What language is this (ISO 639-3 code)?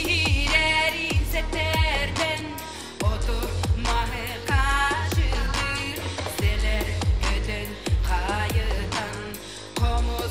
sah